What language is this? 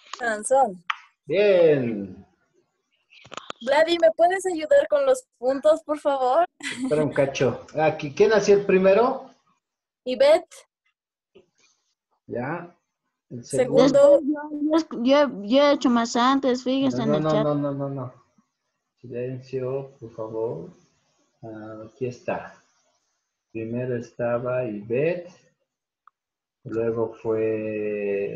Spanish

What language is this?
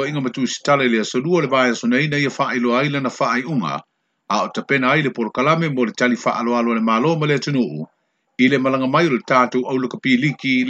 Samoan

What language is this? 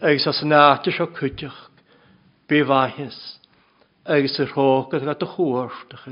Welsh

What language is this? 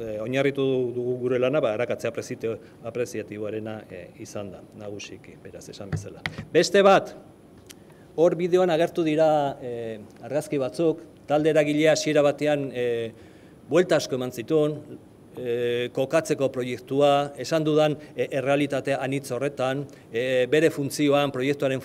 Basque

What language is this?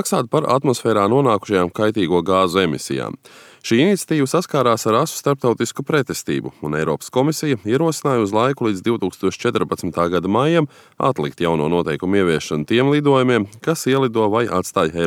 Latvian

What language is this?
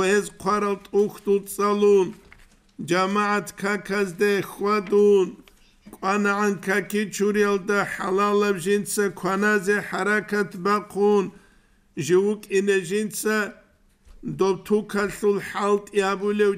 Avaric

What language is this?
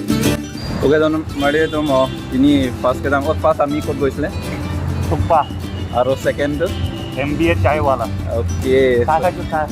Karbi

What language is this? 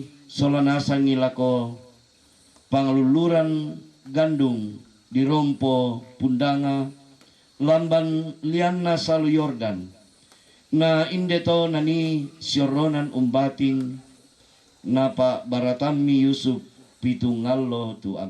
Toraja-Sa'dan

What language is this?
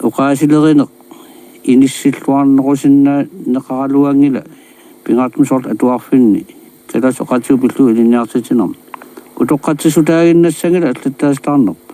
Kalaallisut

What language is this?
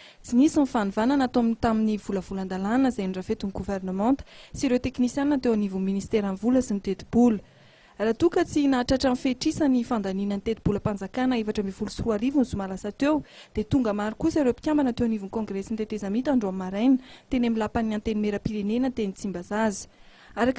Malagasy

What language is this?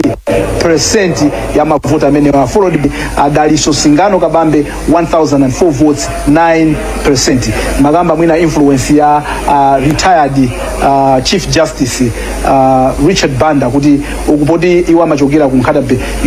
Nyanja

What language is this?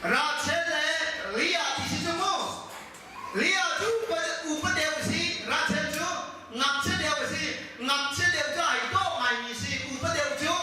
Hakha Chin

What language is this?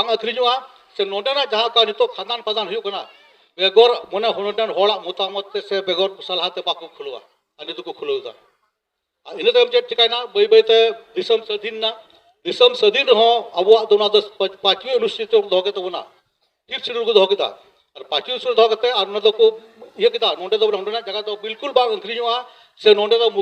Santali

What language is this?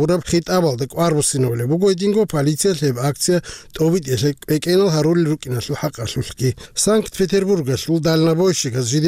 Avaric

